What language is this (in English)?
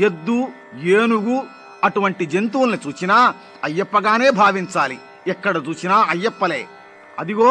Telugu